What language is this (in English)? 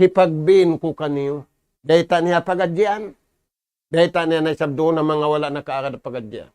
Tausug